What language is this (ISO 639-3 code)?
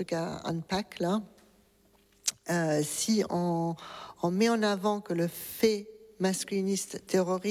fra